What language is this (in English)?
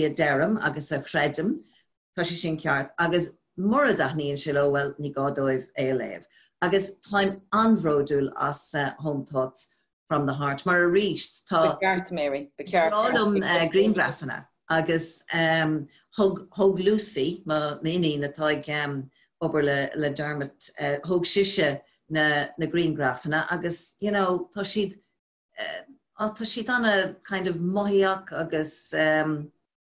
Irish